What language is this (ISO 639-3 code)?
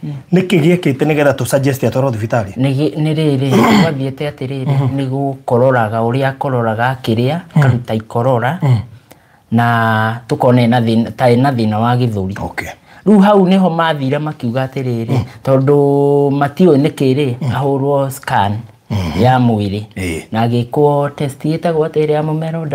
kik